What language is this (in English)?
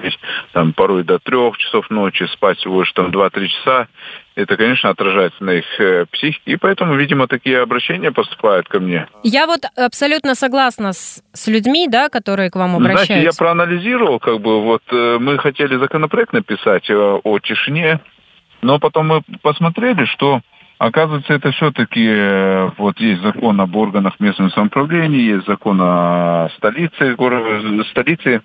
Russian